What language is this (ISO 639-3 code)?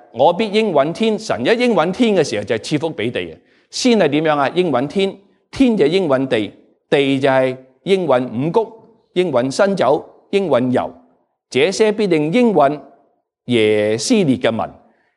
yue